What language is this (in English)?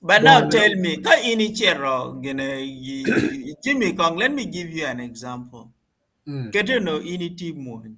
Acoli